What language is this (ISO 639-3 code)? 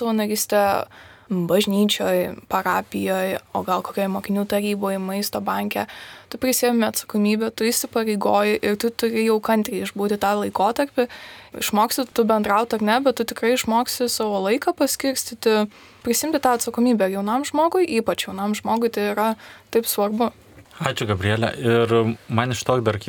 lit